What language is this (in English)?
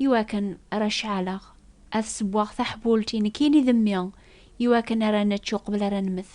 Kabyle